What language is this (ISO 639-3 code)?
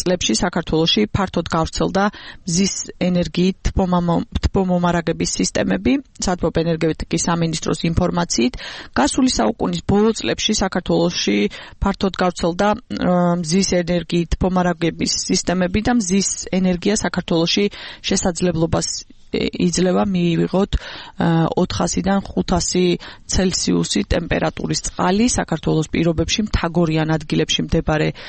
kat